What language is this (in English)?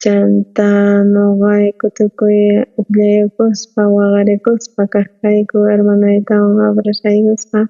South Bolivian Quechua